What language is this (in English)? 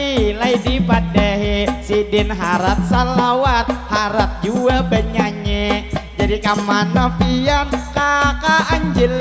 Banjar